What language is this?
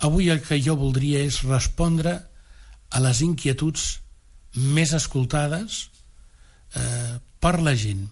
Catalan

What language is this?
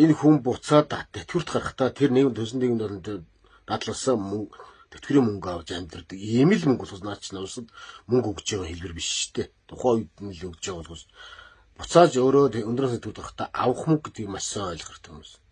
Mongolian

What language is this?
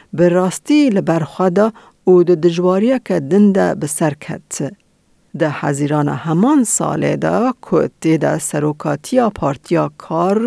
Kurdish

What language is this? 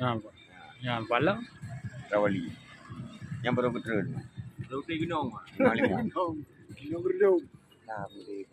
Achinese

